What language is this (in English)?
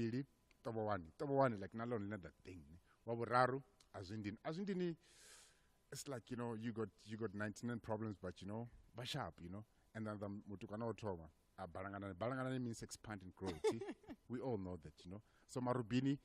Venda